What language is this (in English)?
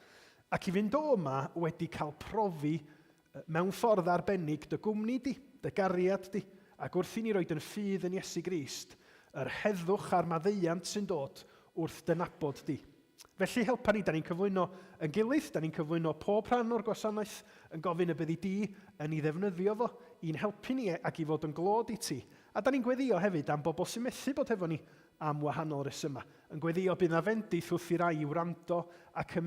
Welsh